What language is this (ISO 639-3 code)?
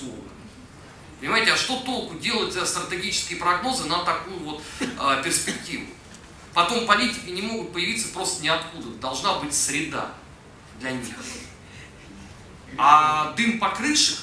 rus